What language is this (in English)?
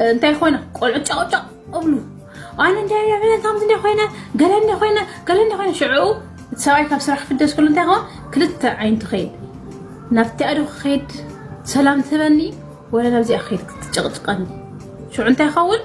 Tigrinya